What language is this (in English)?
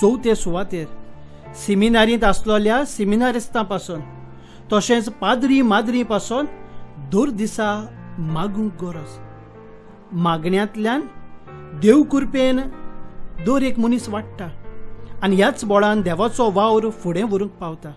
Konkani